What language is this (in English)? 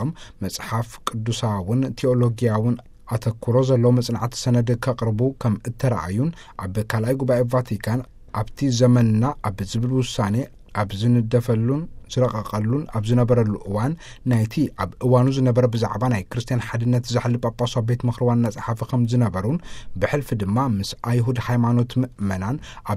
Tigrinya